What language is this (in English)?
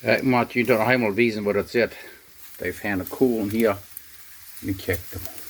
Plautdietsch